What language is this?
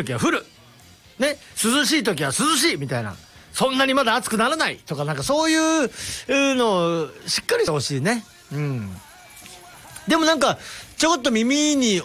Japanese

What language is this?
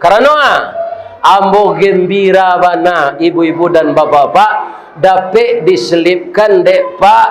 Minangkabau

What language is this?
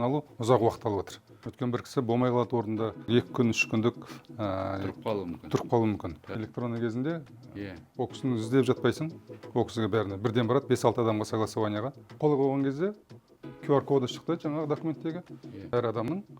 Kazakh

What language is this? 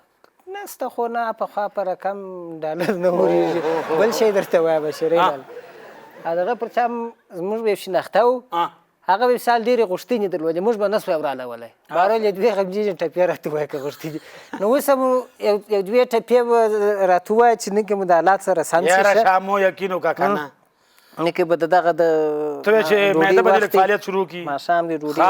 Pashto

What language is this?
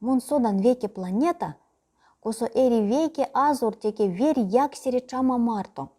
Erzya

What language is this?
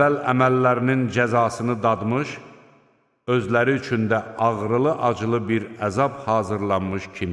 Azerbaijani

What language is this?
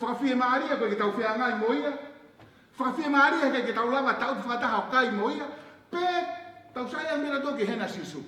Tongan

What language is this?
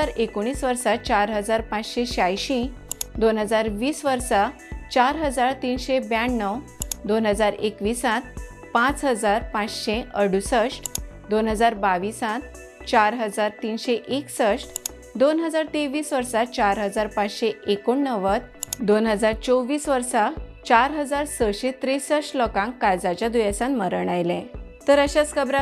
Konkani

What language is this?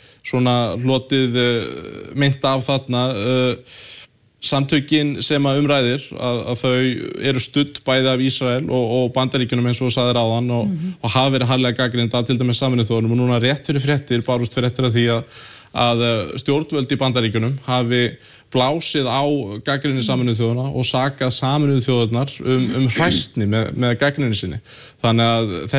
Icelandic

